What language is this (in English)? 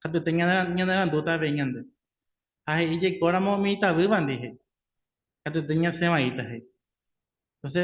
Guarani